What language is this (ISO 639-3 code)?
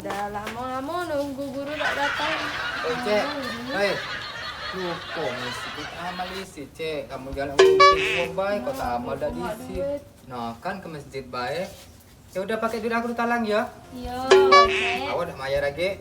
mui